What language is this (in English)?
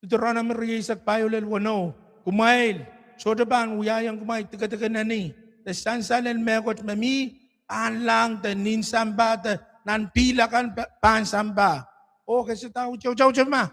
Pohnpeian